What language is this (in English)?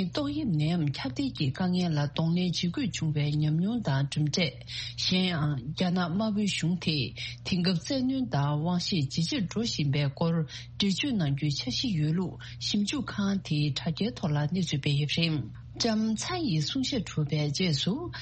Tibetan